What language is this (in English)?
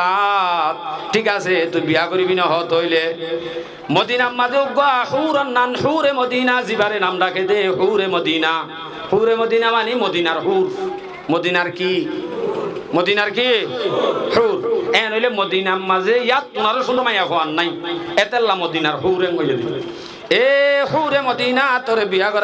Rohingya